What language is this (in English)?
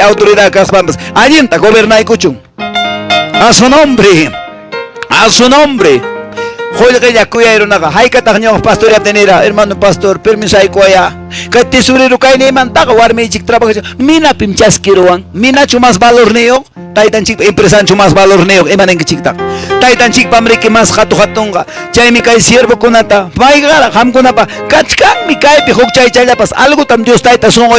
Quechua